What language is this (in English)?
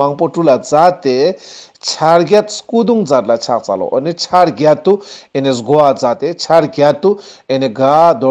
Ladakhi